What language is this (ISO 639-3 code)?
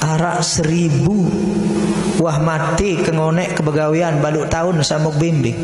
sas